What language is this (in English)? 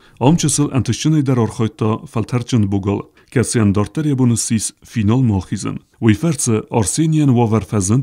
Ossetic